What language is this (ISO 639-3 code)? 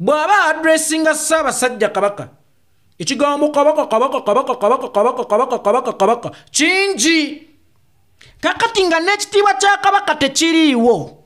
lug